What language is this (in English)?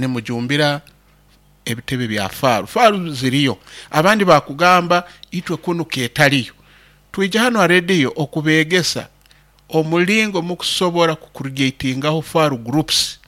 Nyoro